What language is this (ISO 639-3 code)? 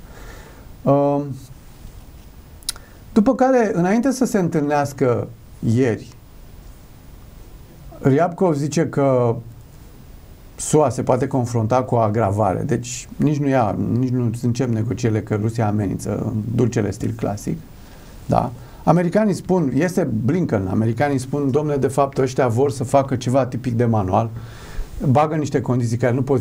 ron